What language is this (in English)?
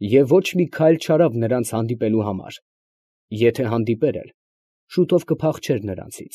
Armenian